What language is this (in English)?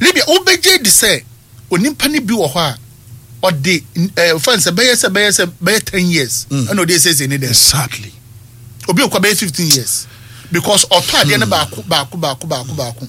Akan